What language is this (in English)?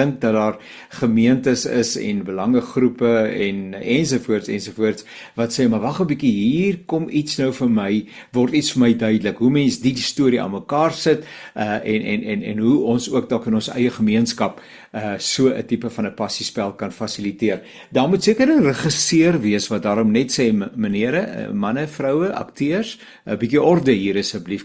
Afrikaans